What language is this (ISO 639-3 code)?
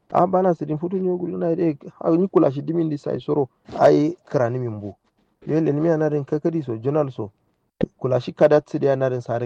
kau